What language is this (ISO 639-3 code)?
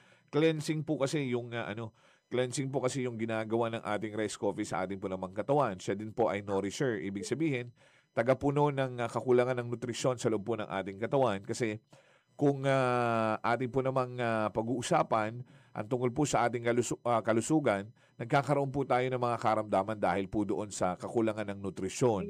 fil